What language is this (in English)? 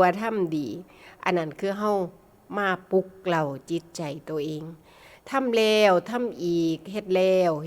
Northeastern Thai